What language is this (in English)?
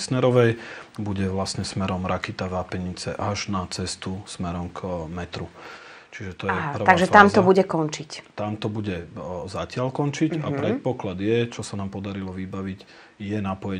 Slovak